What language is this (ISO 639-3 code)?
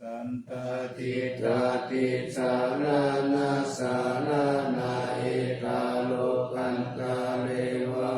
pli